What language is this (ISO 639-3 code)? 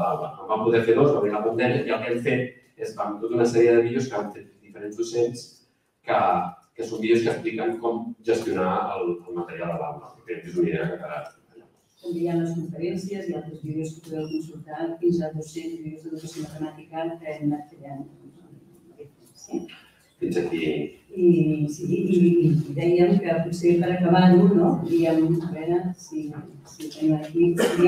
cat